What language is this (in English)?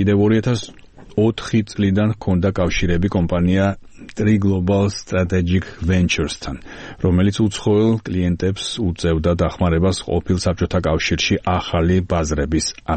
Georgian